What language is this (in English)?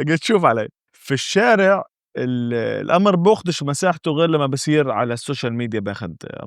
North Levantine Arabic